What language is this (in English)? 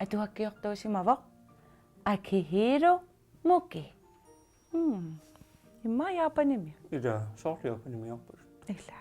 Kalaallisut